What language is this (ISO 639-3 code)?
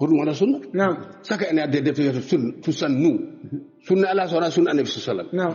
ful